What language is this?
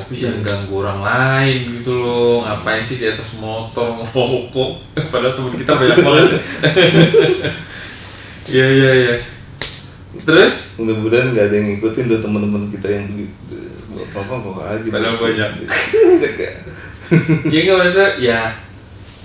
Indonesian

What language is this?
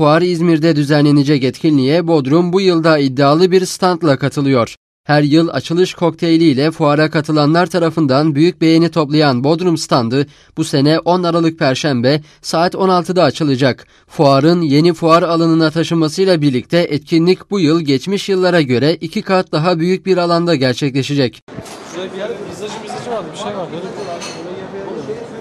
Turkish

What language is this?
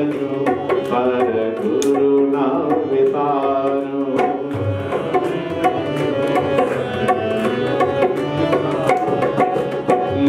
Hindi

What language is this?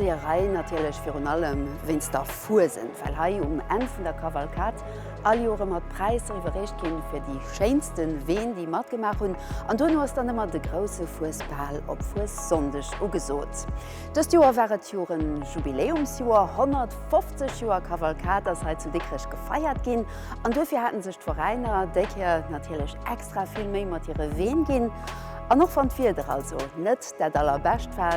Luxembourgish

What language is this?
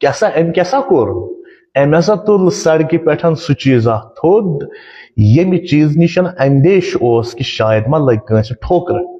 Kashmiri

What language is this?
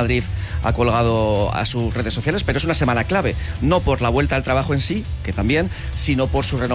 Spanish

